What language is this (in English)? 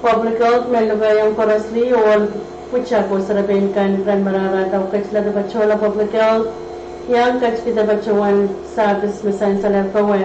Pohnpeian